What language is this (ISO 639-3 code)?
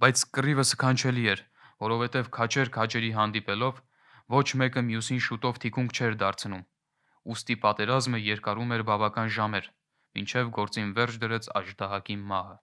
hye